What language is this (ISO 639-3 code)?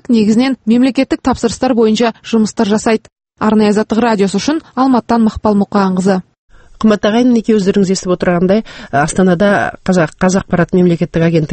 kaz